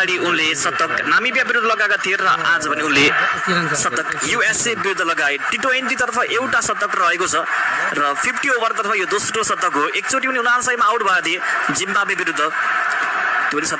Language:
Nepali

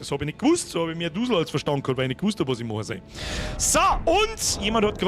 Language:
Bavarian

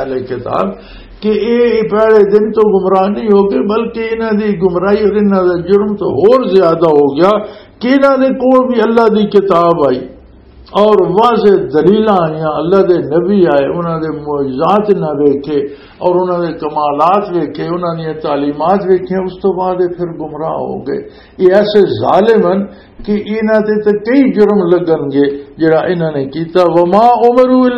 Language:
Western Panjabi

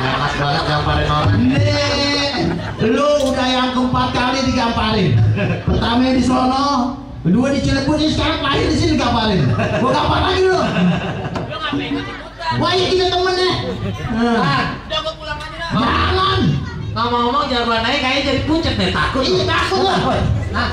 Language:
Betawi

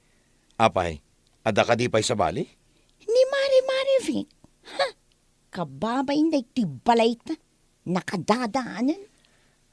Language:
Iloko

